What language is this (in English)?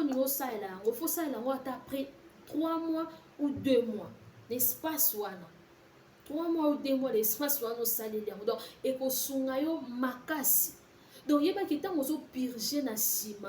Lingala